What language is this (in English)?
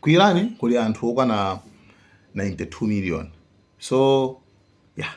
Nyanja